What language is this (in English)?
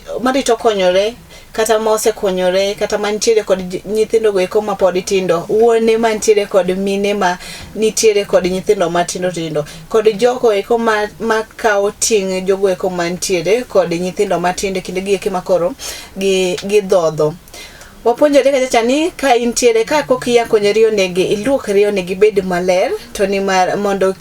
Luo (Kenya and Tanzania)